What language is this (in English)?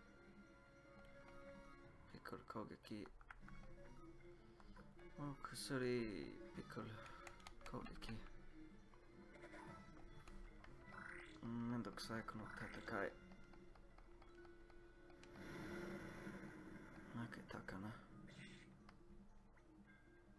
Japanese